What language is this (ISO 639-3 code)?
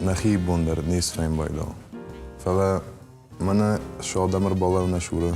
oss